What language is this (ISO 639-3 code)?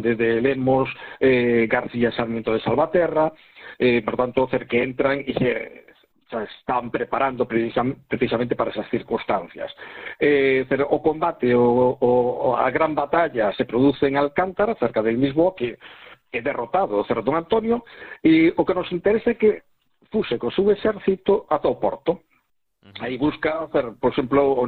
glg